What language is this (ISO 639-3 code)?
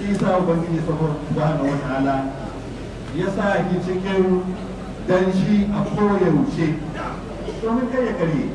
hau